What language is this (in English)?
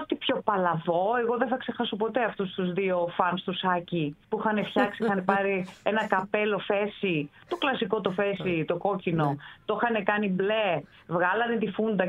Greek